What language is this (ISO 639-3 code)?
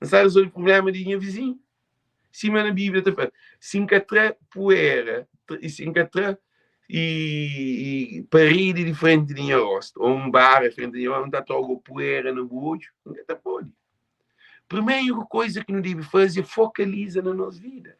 kea